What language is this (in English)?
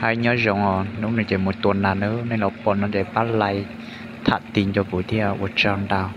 Hmong